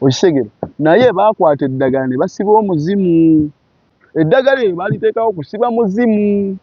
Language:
Ganda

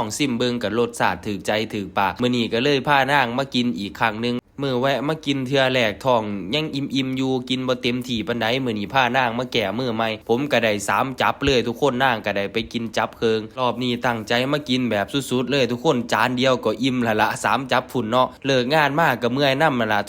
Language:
Northeastern Thai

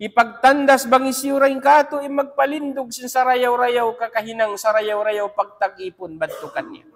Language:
Tausug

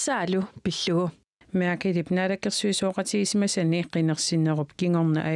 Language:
Kalaallisut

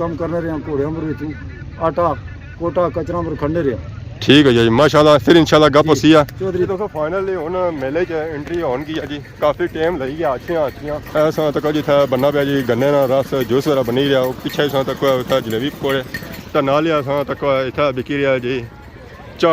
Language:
Pahari-Potwari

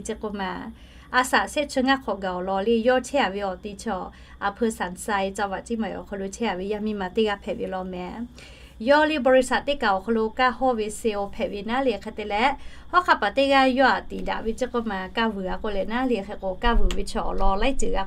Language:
Lahu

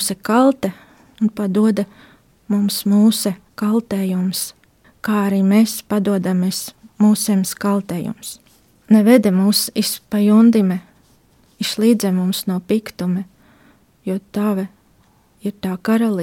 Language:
Latvian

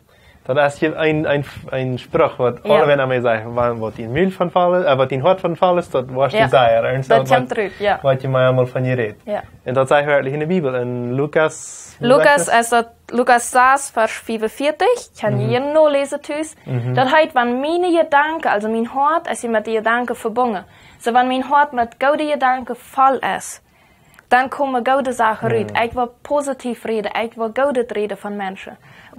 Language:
Plautdietsch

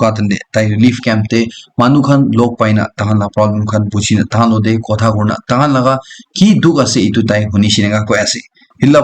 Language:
Naga Pidgin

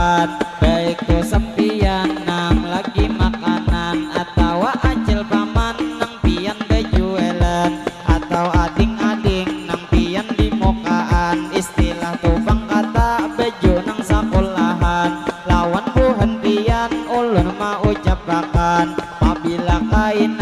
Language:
Banjar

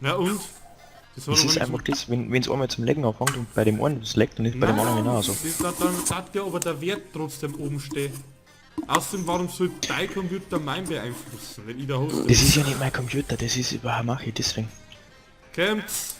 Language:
Bavarian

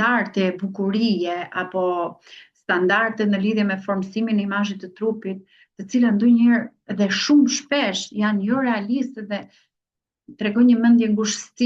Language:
Albanian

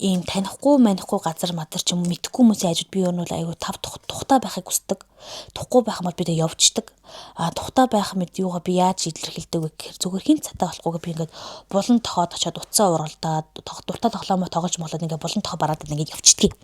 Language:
Mongolian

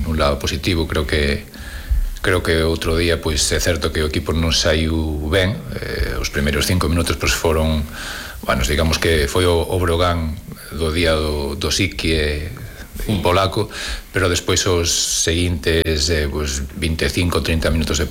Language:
Galician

